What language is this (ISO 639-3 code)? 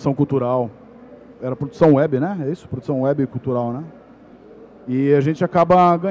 por